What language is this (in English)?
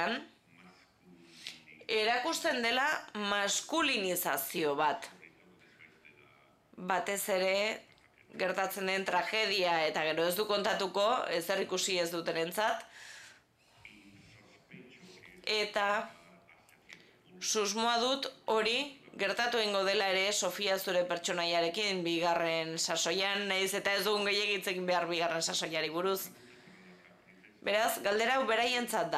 Basque